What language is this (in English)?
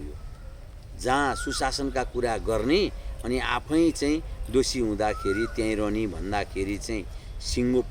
Nepali